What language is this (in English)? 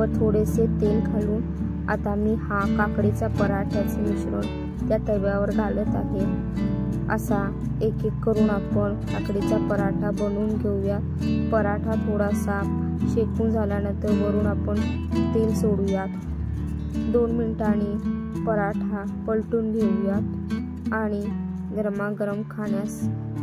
Marathi